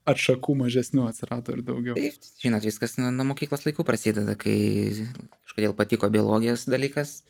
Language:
Lithuanian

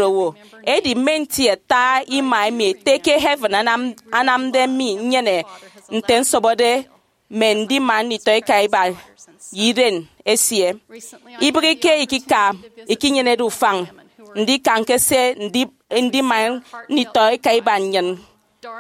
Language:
Efik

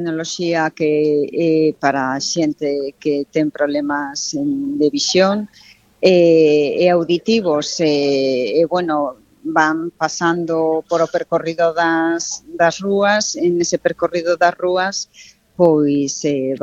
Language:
Galician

